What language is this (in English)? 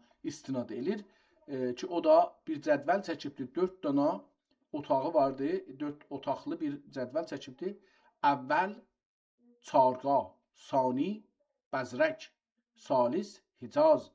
South Azerbaijani